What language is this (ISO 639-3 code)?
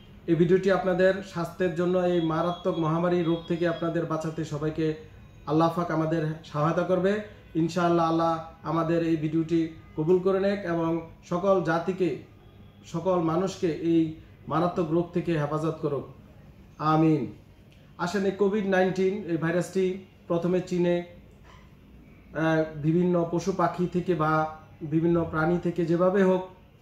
ben